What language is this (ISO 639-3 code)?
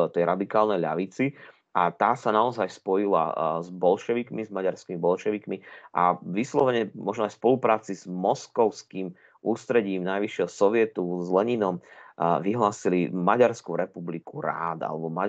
slk